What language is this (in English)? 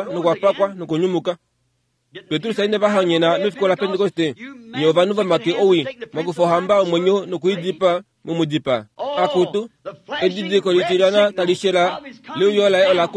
Kuanyama